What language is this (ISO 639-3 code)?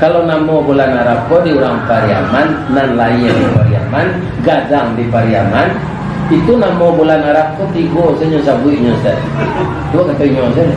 min